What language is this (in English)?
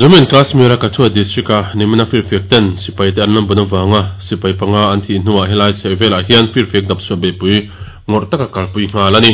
Mizo